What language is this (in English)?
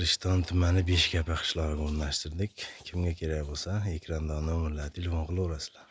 Uzbek